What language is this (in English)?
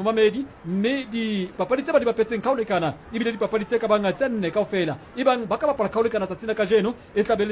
Southern Sotho